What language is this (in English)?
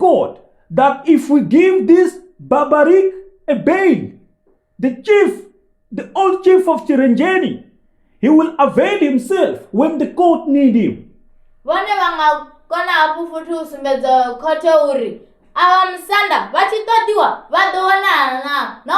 Venda